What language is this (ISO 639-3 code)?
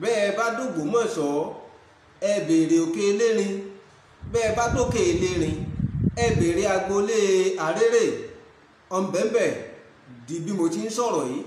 yor